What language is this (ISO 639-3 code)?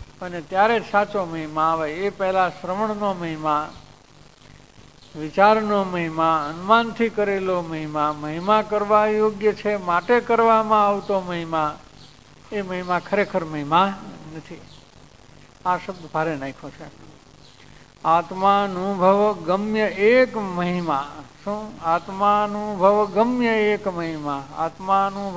guj